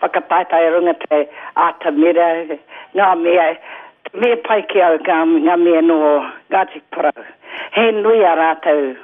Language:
Māori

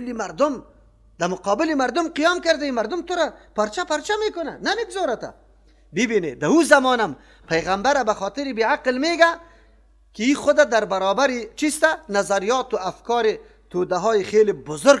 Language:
Persian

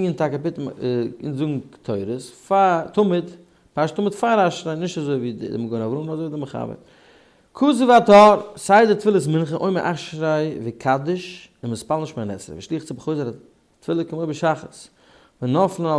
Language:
Yiddish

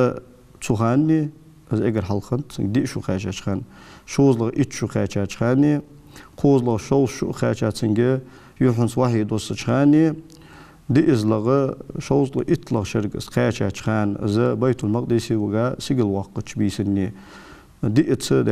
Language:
Ingush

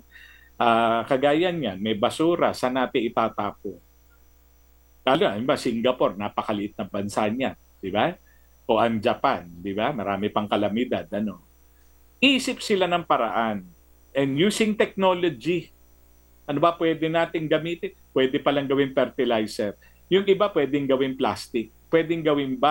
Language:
Filipino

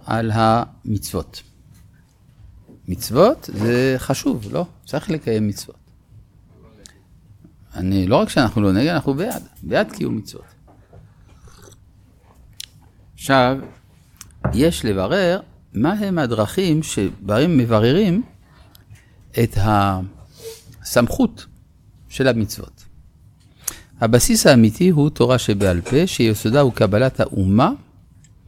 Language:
Hebrew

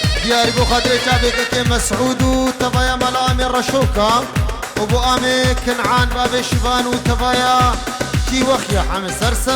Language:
Kurdish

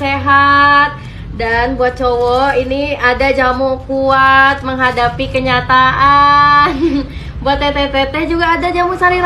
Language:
Banjar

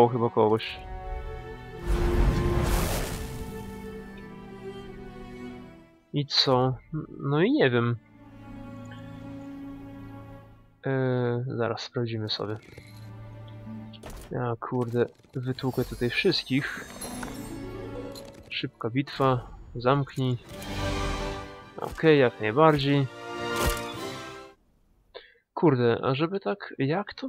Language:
Polish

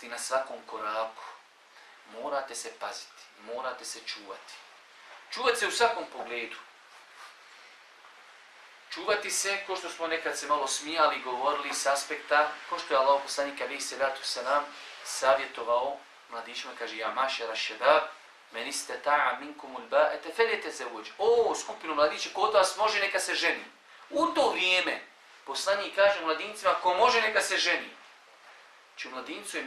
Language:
Bosnian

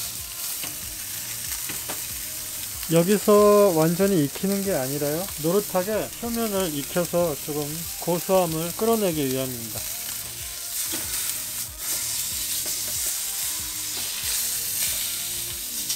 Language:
Korean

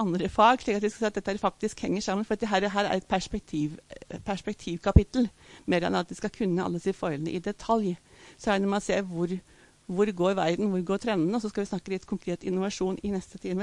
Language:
Norwegian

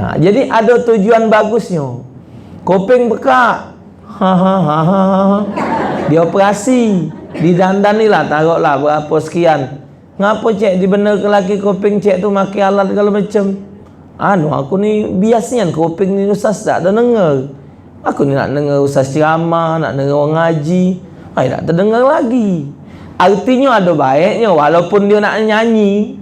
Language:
Musi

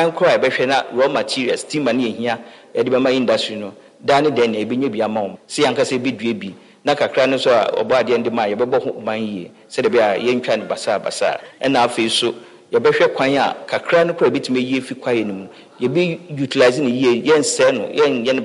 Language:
Akan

